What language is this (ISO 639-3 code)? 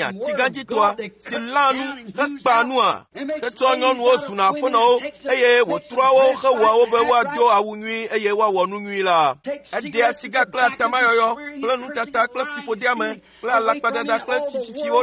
ewe